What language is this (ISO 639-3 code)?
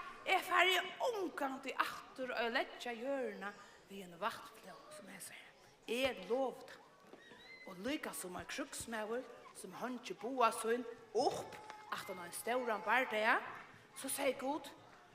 fao